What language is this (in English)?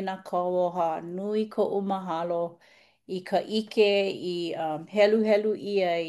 Hawaiian